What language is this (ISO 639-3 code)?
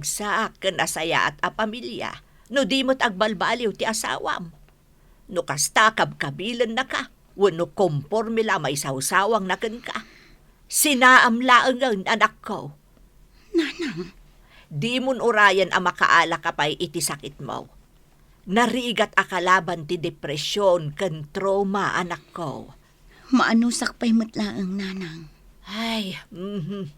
ilo